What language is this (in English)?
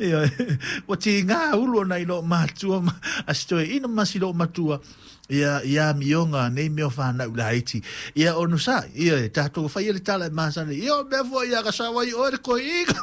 Samoan